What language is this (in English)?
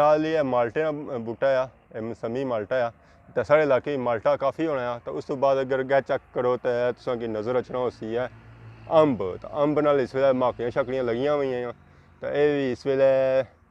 Pahari-Potwari